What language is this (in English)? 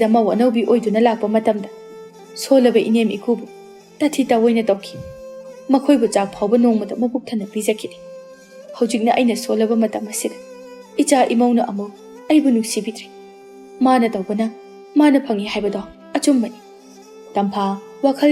Manipuri